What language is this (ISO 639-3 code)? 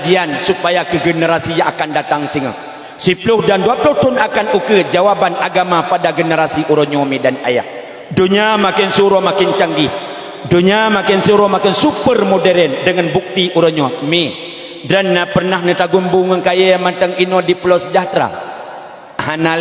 ace